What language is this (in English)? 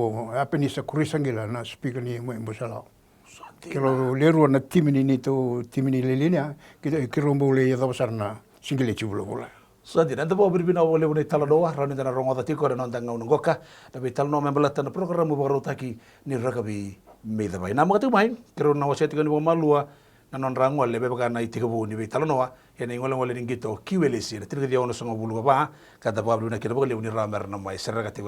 Fijian